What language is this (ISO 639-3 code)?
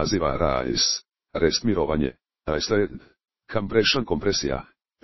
hrv